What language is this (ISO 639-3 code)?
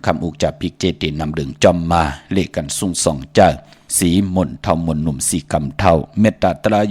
shn